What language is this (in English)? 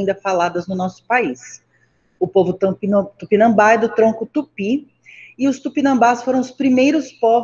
Portuguese